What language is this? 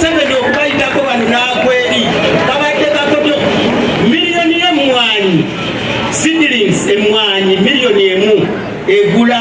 Ganda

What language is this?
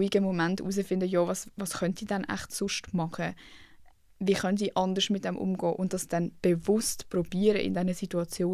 Swiss German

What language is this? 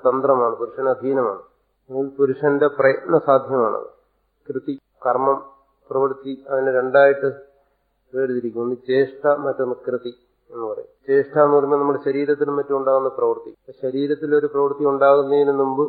Malayalam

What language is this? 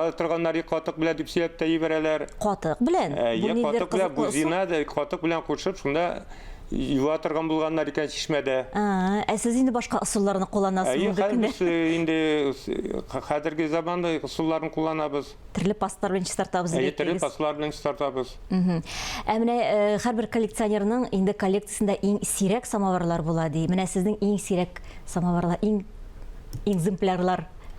Tatar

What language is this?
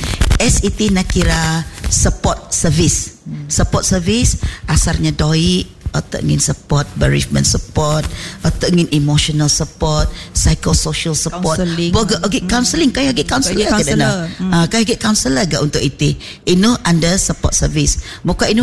Malay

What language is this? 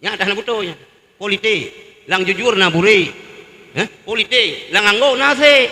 Achinese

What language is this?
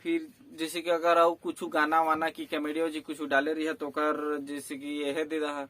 Chhattisgarhi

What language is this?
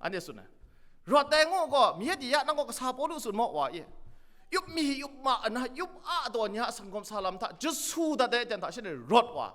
Kachin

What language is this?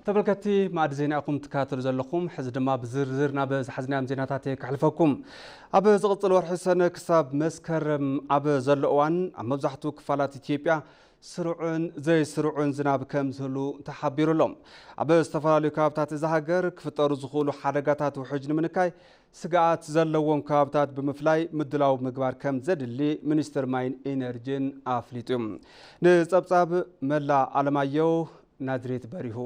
Tigrinya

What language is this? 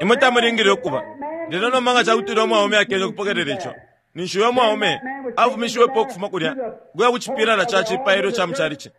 Bemba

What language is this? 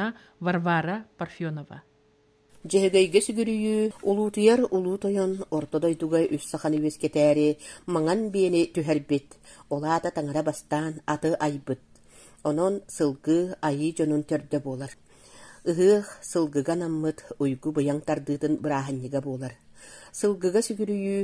Yakut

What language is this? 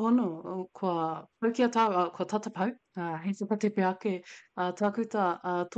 Māori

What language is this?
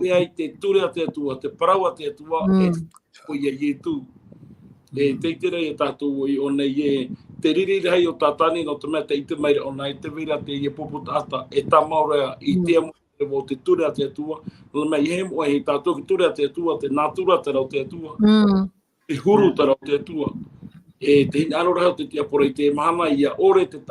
Tahitian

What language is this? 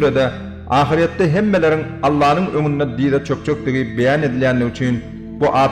Turkmen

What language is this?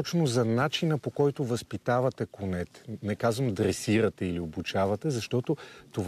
Bulgarian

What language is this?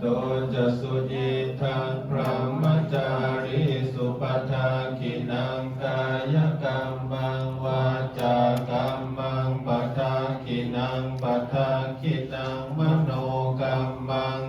Pali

